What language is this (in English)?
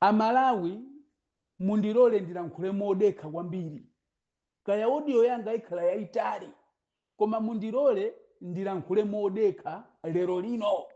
Nyanja